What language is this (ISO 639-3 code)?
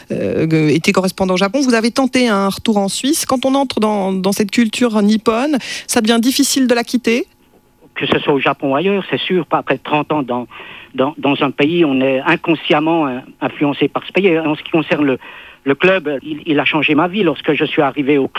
fra